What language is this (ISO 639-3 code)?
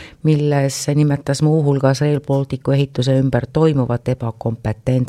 est